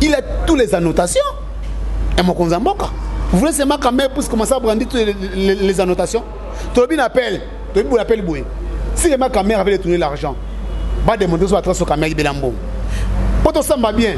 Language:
Lingala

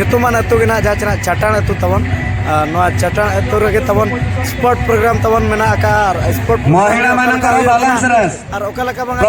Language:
Santali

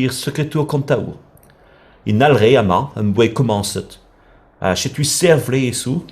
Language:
Breton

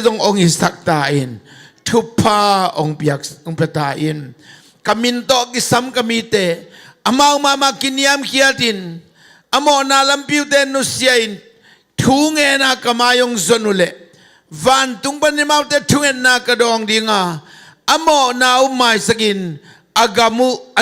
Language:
Tedim Chin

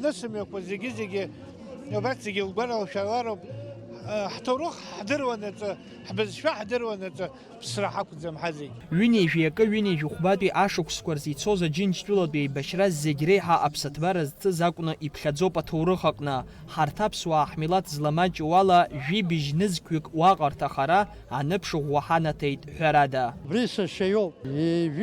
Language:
Abkhazian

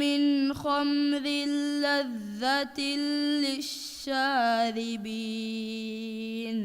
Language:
Divehi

